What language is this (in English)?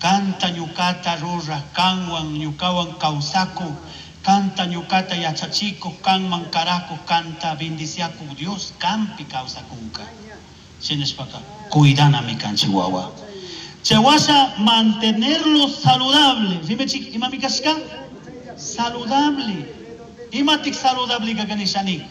Chimborazo Highland Quichua